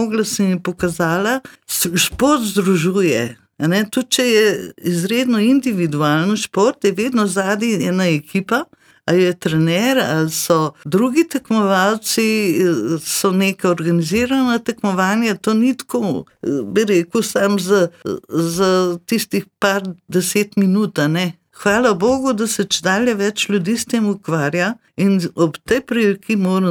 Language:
Slovenian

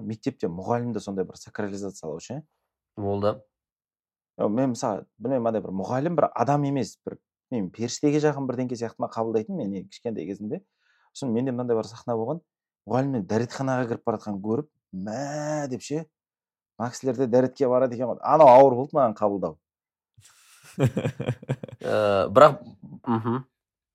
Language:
Kazakh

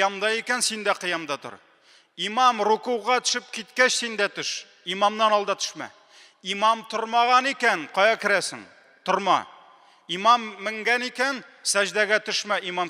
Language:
Tatar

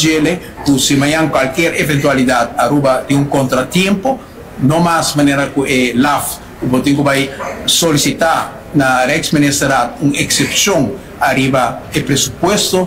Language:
Papiamento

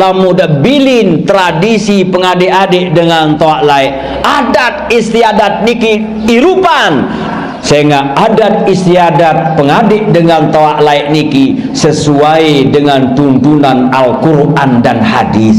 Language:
Sasak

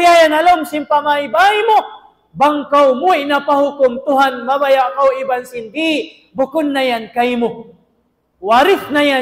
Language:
Tausug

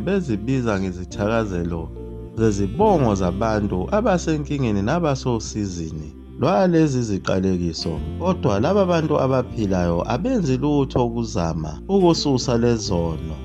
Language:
Zulu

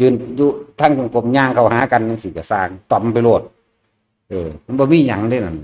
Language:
Northeastern Thai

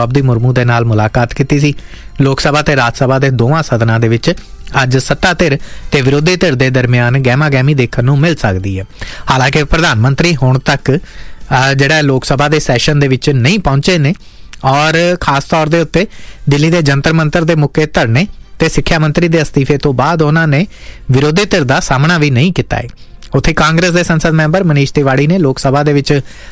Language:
Punjabi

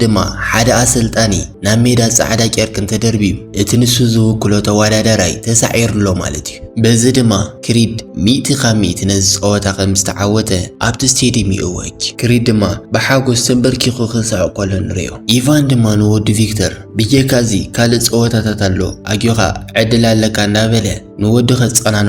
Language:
Tigrinya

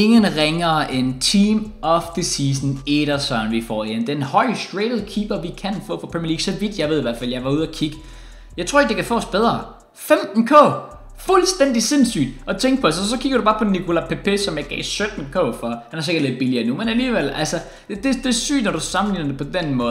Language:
Danish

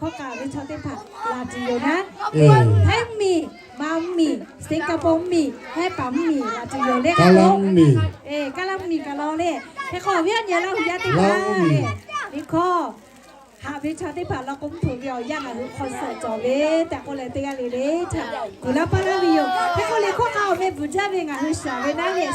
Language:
Lahu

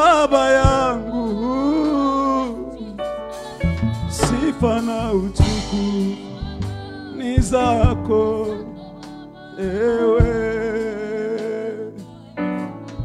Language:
Swahili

